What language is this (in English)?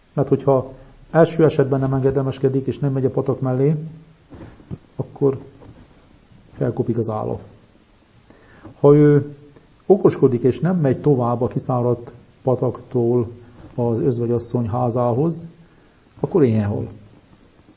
Hungarian